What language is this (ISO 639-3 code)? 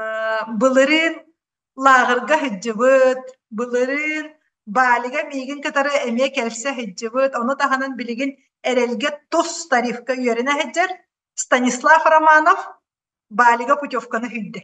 sah